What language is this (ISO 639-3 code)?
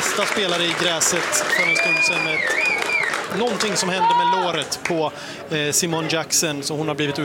swe